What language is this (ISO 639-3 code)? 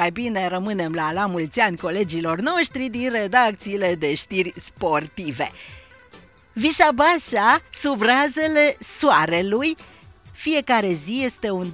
ron